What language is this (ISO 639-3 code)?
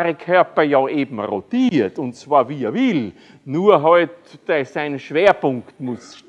deu